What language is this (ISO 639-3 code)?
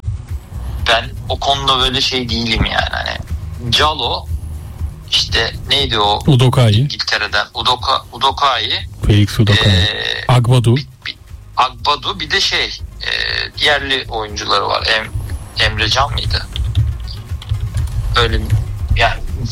tur